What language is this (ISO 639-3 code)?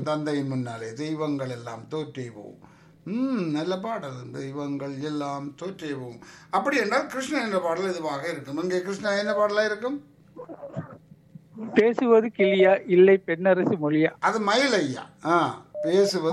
tam